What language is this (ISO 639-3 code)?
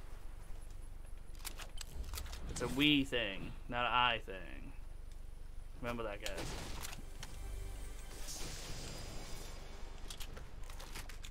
eng